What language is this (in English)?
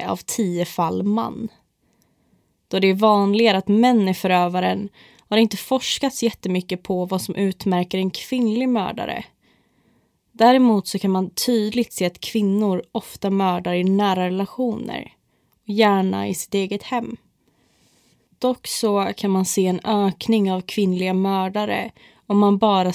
Swedish